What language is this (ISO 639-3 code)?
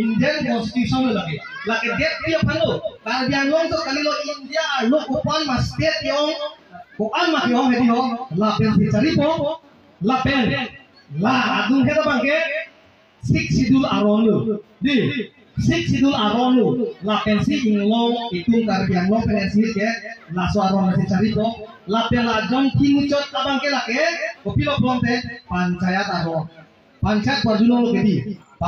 mjw